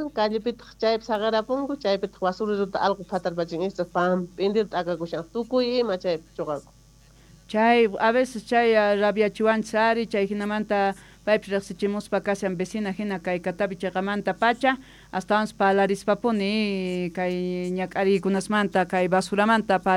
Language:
Quechua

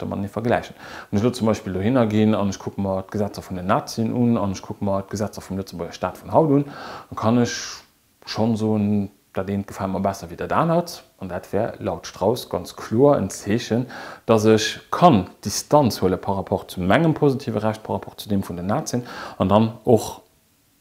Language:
Luxembourgish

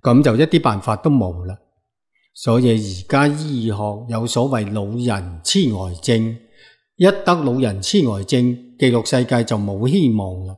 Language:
Cantonese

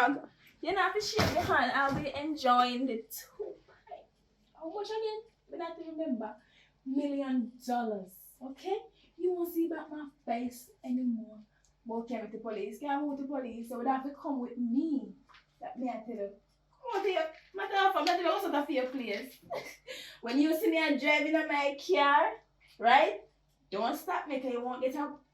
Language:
Jamaican Creole English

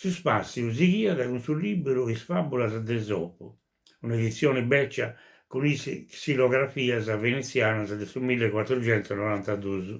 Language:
Sardinian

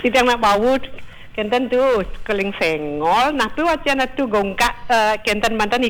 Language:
Balinese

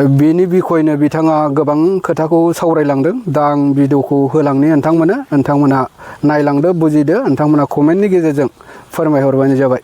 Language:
Bodo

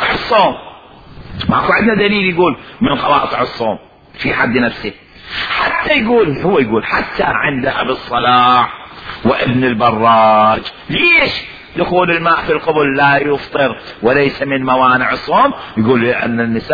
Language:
Mesopotamian Arabic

